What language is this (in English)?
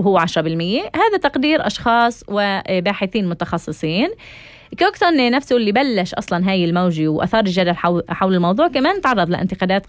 North Levantine Arabic